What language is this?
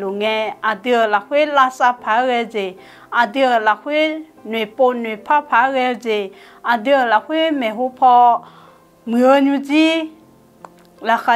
Akha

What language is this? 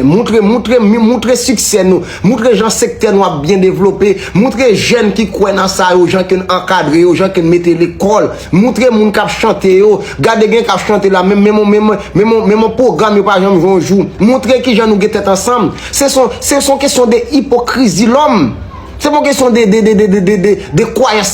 Haitian Creole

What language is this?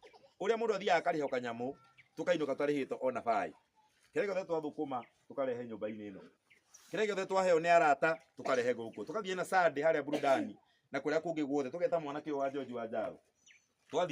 Kikuyu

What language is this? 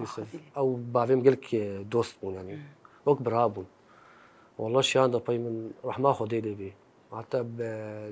Kurdish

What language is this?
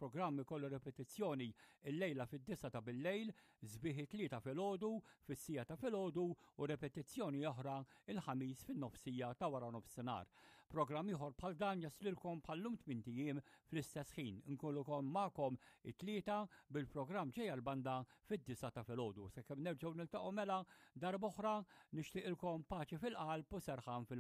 Maltese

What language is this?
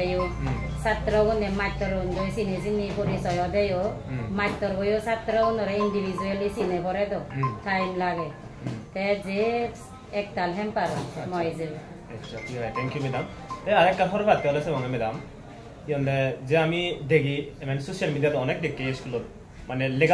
Chakma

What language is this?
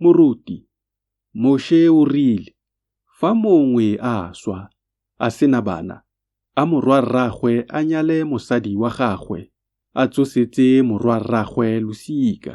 Tswana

